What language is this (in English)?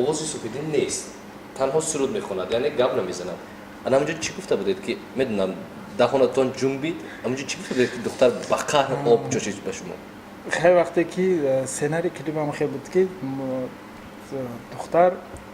Tajik